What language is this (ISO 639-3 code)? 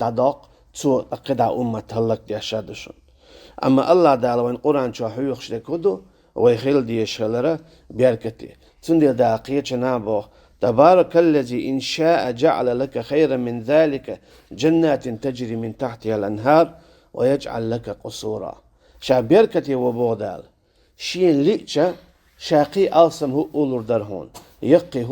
che